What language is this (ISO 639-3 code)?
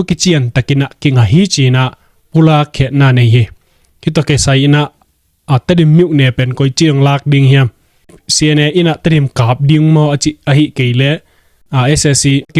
ctd